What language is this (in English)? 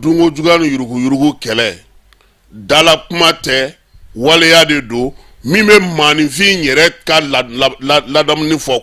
Bambara